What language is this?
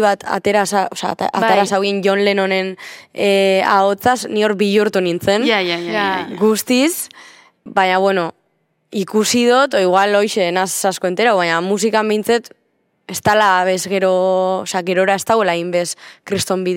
Basque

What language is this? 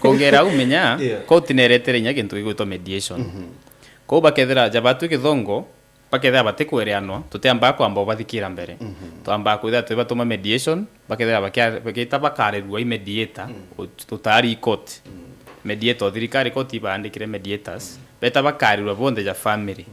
Meru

